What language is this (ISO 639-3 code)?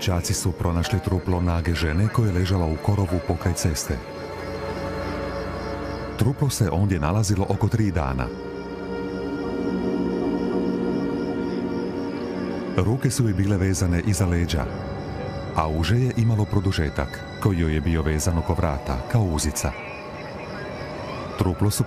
hrv